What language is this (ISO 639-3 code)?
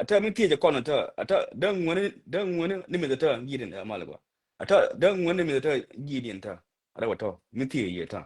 nus